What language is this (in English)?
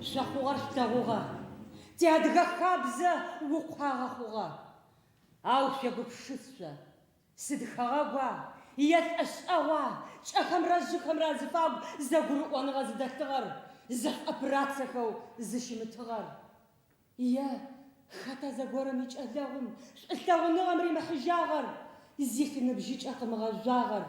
Adyghe